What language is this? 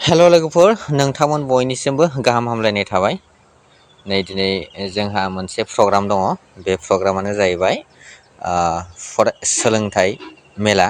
Bodo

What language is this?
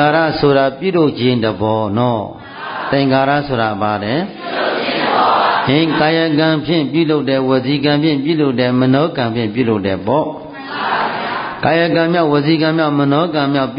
Burmese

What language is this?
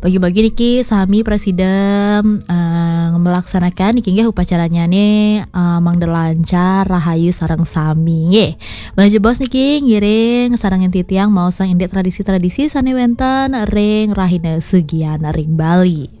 Balinese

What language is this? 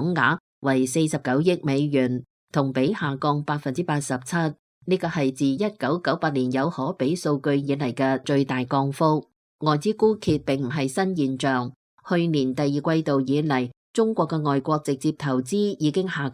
Cantonese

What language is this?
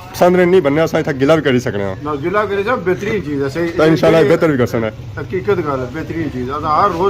Pahari-Potwari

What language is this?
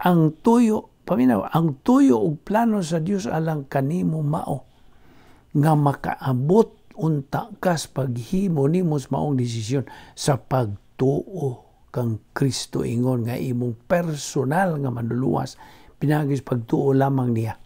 Cebuano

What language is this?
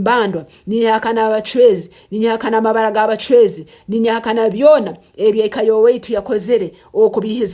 Nyankole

